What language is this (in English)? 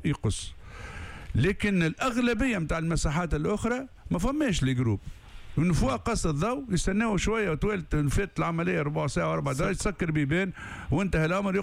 Tunisian Arabic